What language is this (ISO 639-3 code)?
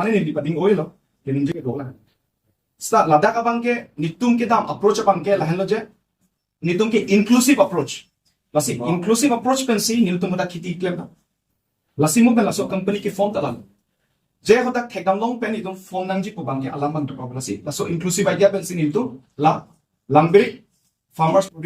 mjw